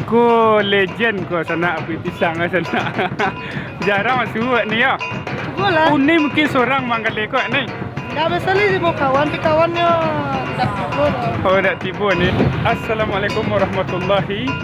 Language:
Minangkabau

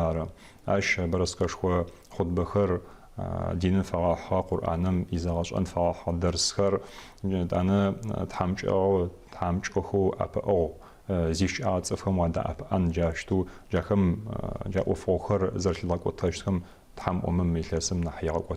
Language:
Adyghe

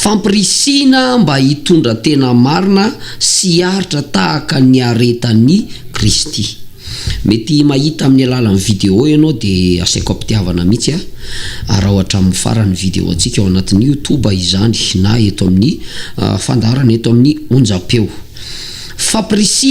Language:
Malagasy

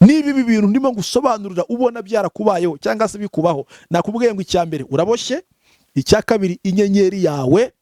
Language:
Kinyarwanda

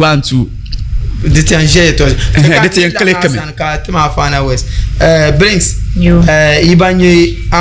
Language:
Dagbani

